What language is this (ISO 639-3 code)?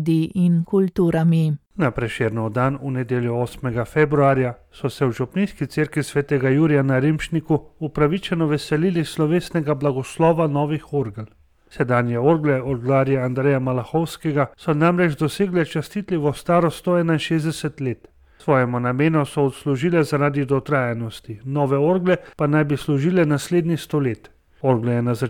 slv